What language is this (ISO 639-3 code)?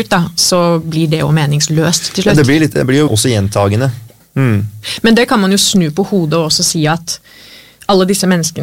nor